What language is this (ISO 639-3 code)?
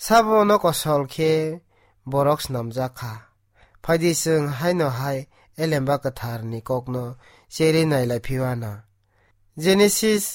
trp